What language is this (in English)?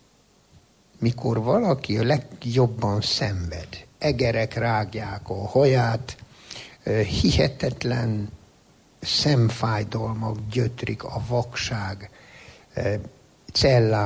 Hungarian